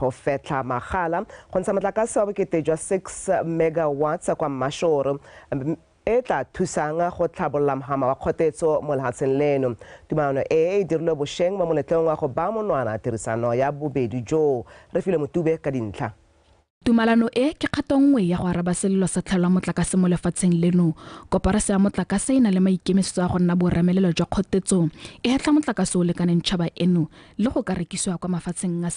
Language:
Tswana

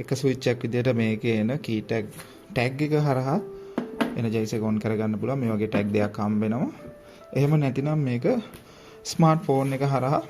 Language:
Sinhala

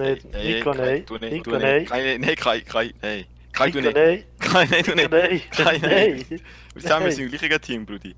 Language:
Swiss German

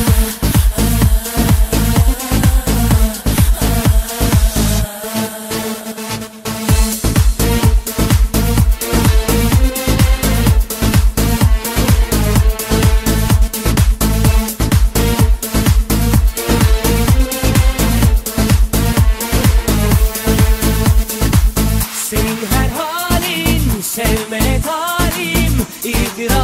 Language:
Turkish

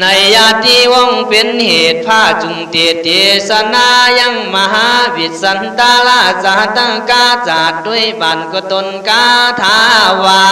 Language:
Khün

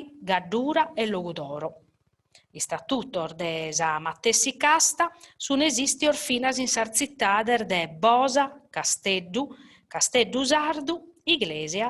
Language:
Sardinian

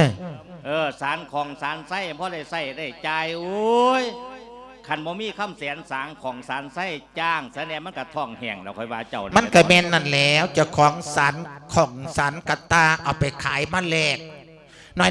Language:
Lao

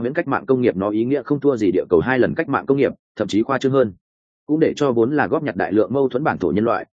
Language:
Vietnamese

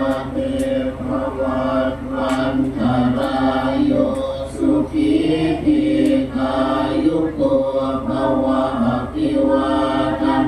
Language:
Pali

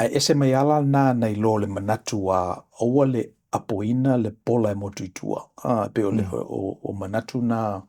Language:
Samoan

